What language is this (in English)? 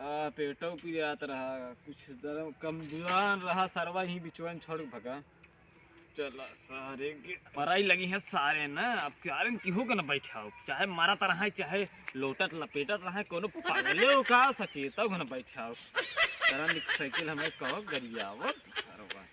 Awadhi